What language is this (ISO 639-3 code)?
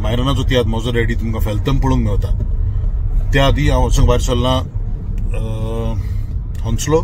kok